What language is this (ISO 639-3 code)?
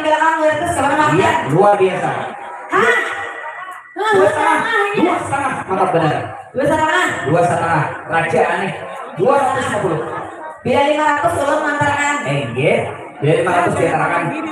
bjn